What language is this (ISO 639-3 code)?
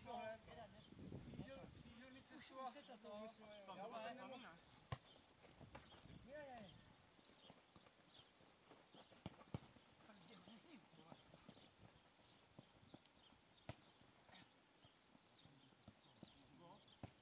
ces